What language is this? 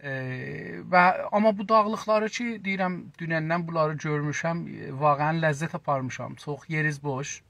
South Azerbaijani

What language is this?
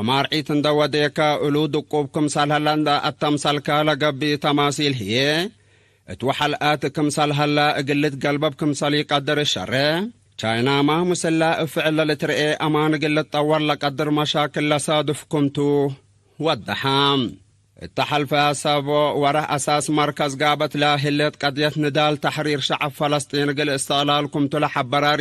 Tigre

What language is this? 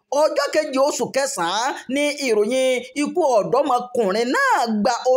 Yoruba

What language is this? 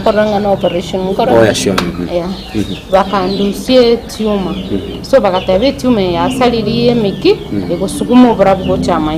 Gusii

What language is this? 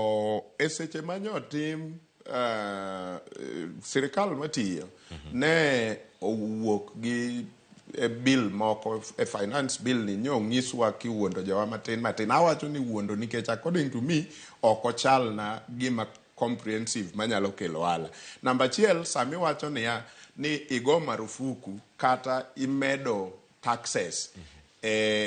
Luo (Kenya and Tanzania)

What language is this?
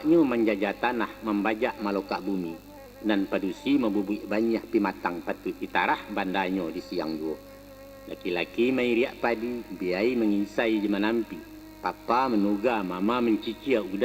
Minangkabau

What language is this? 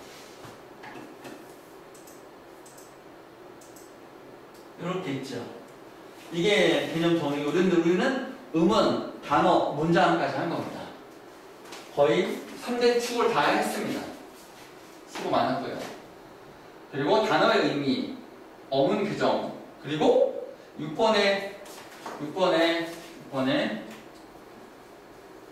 Korean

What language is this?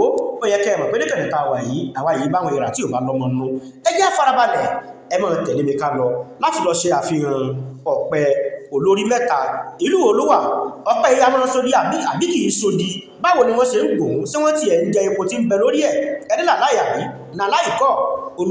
Yoruba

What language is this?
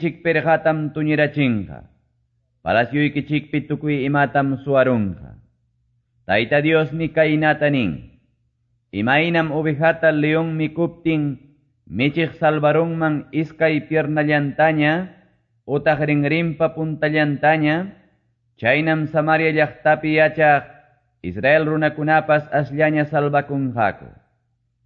Quechua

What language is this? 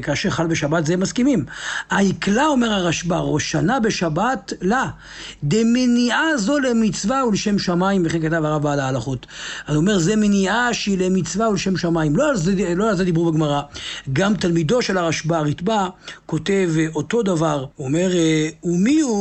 Hebrew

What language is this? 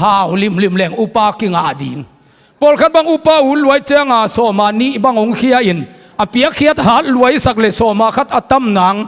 Tedim Chin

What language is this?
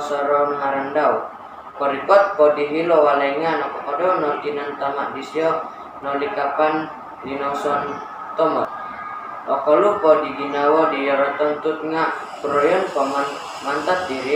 Central Dusun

